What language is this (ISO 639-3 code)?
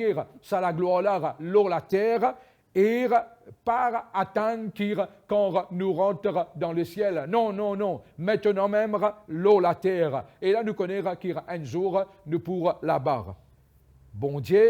mfe